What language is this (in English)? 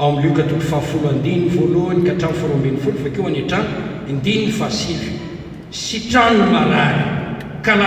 Malagasy